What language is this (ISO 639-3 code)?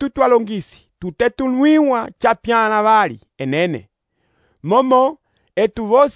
umb